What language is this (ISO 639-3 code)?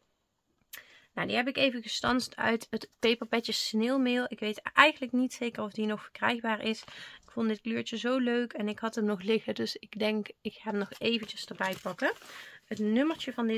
nld